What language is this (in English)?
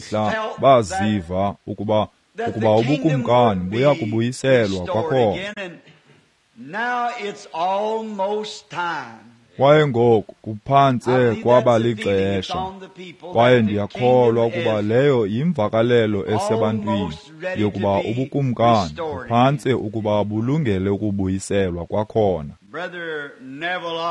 Xhosa